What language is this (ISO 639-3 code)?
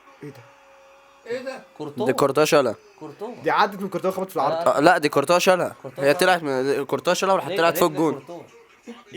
arz